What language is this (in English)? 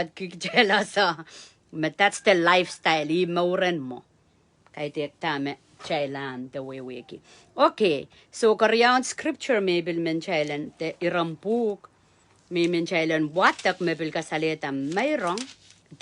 Pohnpeian